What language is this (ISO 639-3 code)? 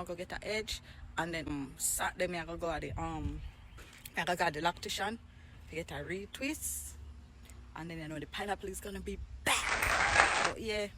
jam